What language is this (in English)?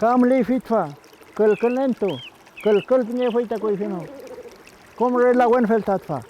Mapuche